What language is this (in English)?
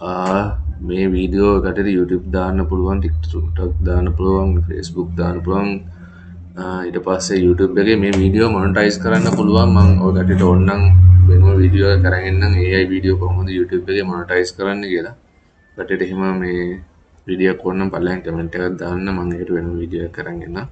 Sinhala